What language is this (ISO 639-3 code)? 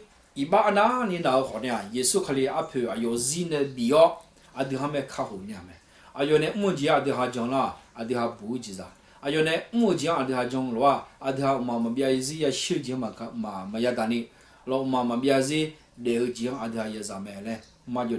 ahk